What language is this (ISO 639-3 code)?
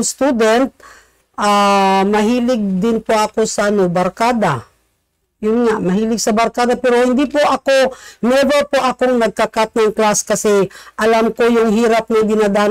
fil